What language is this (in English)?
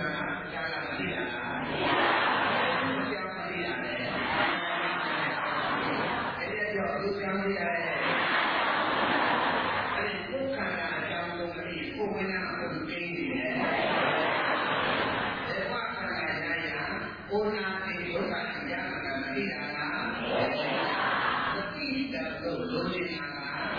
Burmese